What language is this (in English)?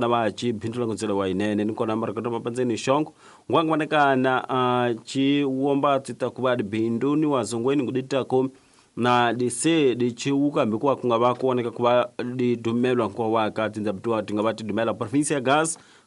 Tsonga